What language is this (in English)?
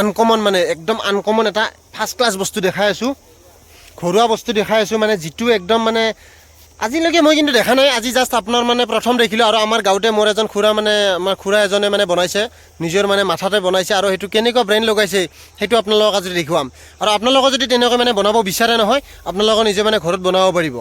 Assamese